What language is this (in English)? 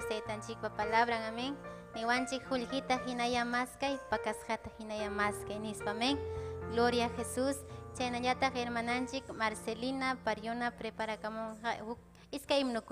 Ayacucho Quechua